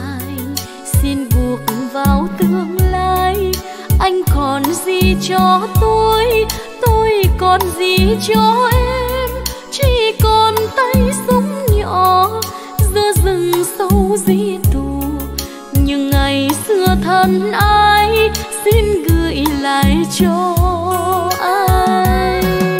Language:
Vietnamese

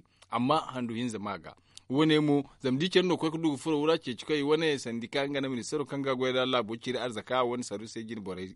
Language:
Zarma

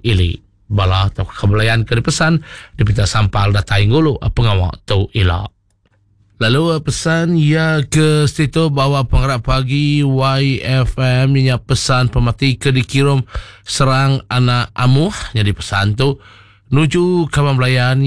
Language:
Iban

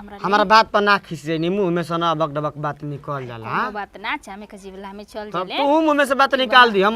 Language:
Bhojpuri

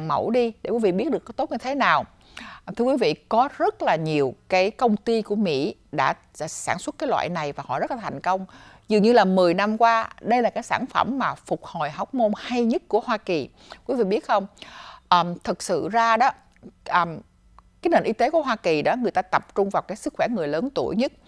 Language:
Vietnamese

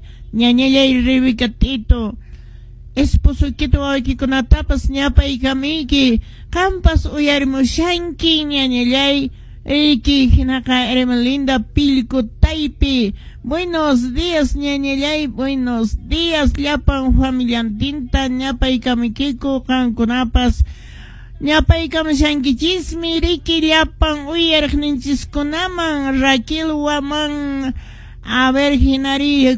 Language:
Quechua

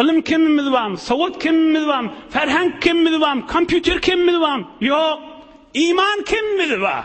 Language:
Turkmen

